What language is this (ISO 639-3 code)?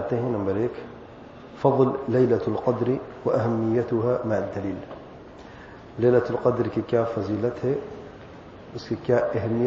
urd